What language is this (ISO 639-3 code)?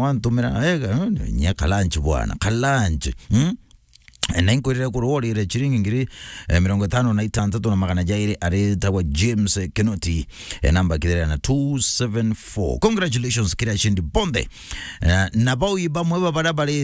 mer